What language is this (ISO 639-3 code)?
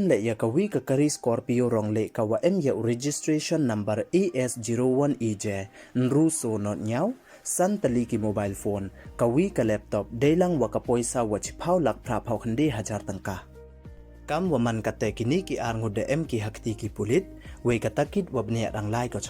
pbv